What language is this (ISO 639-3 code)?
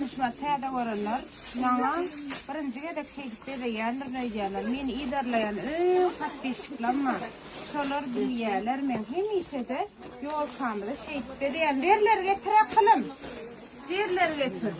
tuk